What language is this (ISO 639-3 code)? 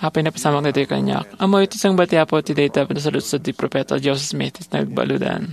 ilo